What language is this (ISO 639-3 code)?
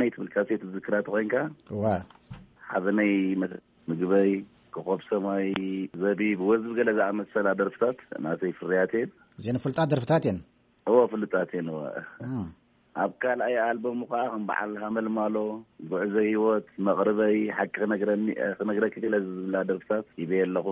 tir